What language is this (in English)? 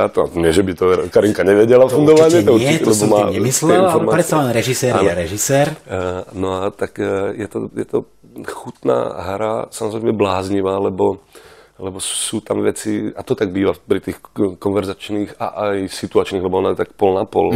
Slovak